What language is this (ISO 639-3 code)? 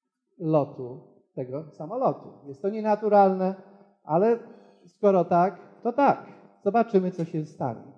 pol